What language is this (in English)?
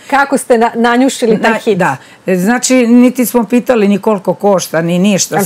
Serbian